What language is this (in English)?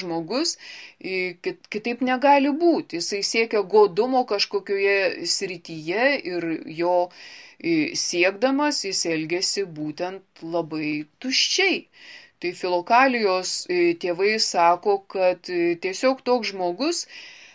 Lithuanian